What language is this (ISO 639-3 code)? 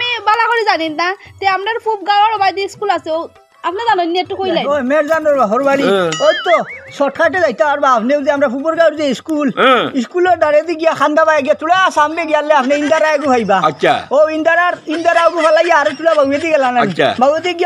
syl